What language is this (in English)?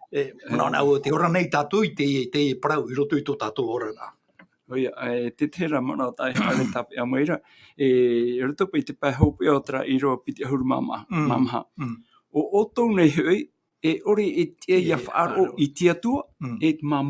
Tahitian